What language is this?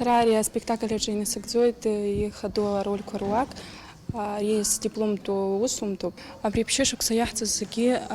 Abkhazian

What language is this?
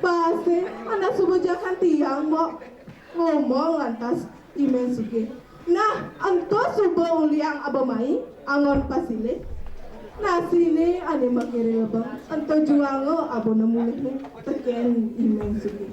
Balinese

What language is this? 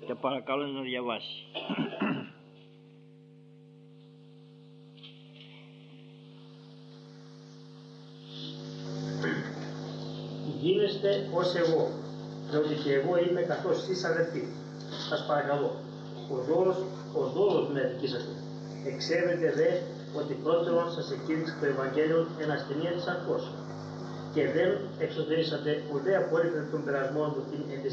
Greek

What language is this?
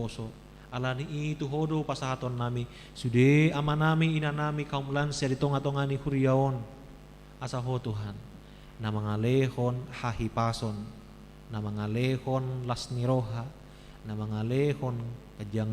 Batak Toba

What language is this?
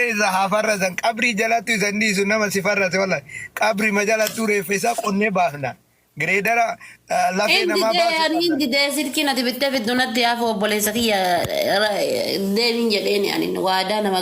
Oromo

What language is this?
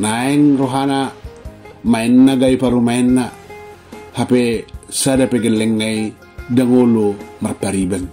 Batak Toba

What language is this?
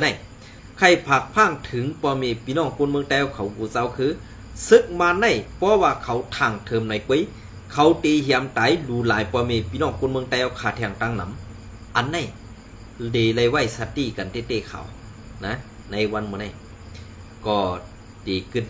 Shan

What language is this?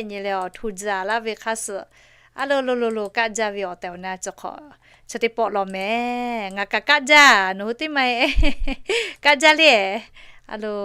Lahu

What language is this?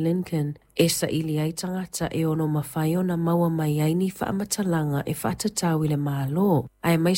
Samoan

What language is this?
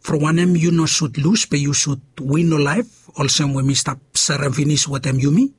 Bislama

